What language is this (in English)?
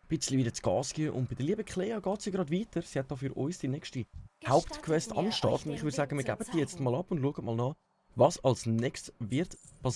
Swiss German